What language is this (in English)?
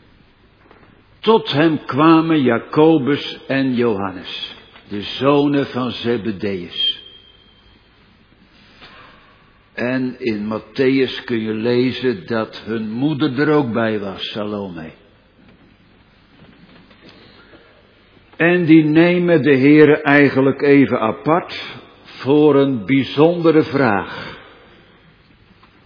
Dutch